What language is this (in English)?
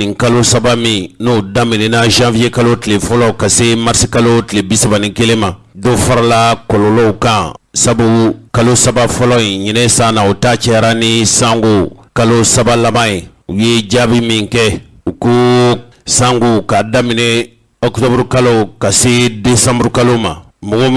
Bambara